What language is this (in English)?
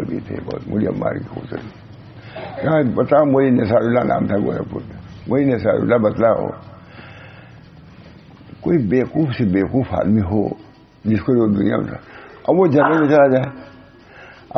Urdu